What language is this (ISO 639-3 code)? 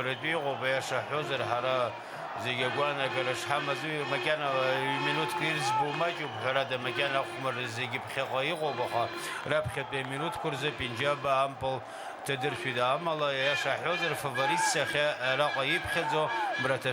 abk